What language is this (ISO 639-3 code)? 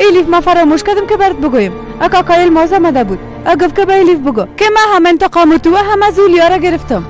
fas